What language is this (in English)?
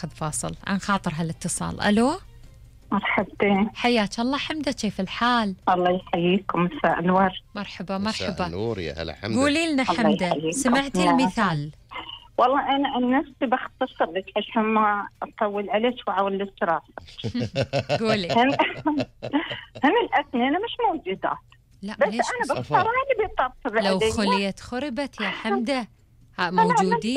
Gulf Arabic